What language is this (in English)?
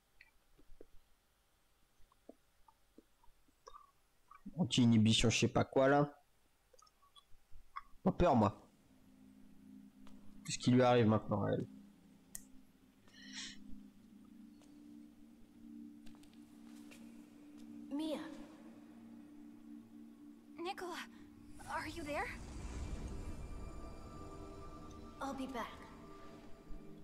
French